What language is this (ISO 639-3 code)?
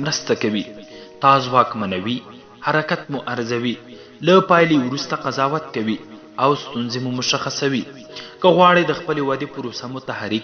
pus